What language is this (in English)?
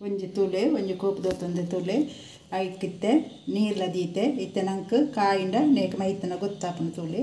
Tulu